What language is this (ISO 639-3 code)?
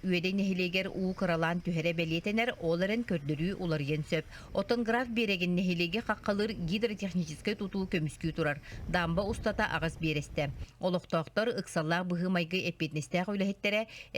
sah